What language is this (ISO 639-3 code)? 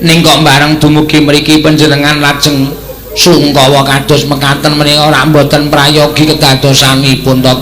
jav